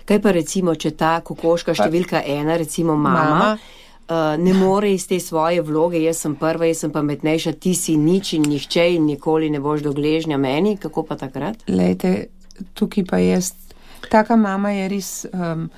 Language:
Slovenian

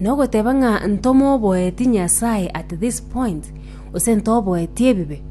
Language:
Gusii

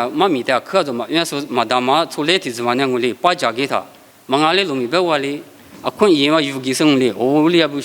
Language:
Lisu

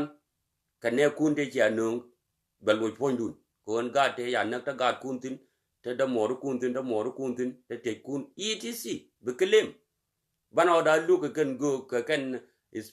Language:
Nuer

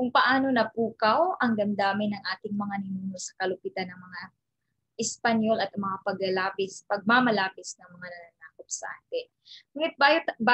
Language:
Filipino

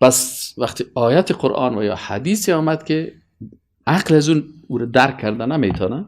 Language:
Persian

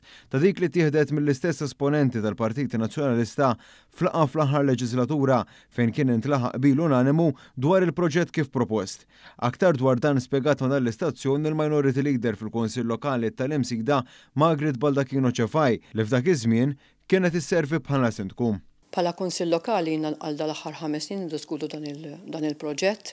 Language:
Maltese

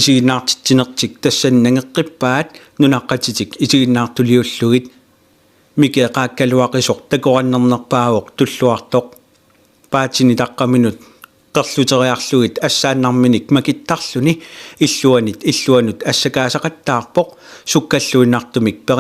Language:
Kalaallisut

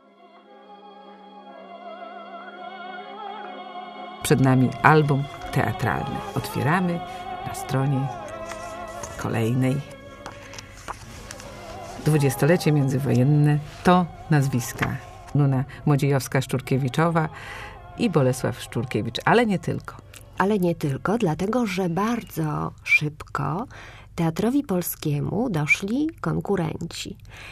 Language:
Polish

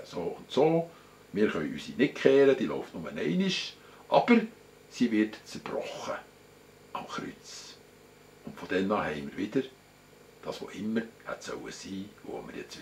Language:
Swiss German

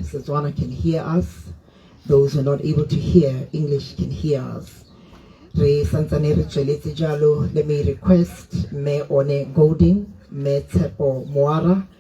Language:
Tswana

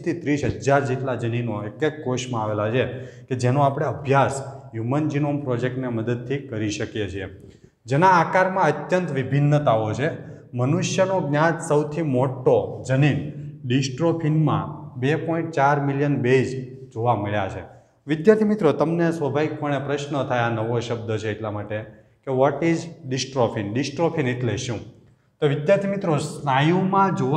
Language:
Gujarati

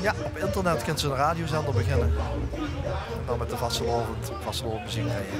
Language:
Limburgish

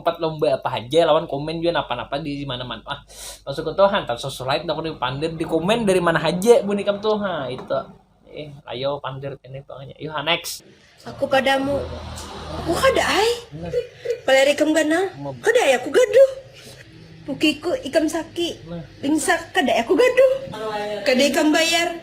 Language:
Banjar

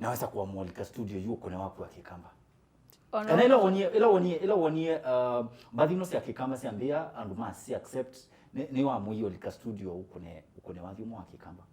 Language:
Kamba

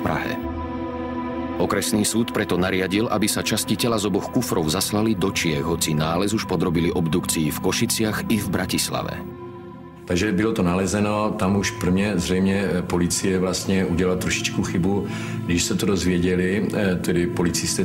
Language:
Slovak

